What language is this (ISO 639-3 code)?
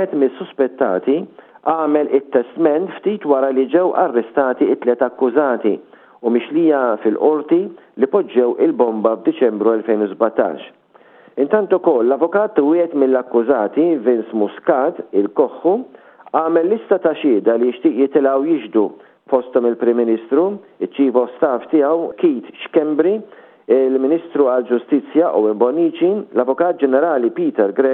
mlt